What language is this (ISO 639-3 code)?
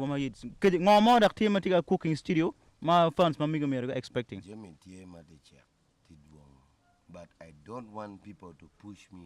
ach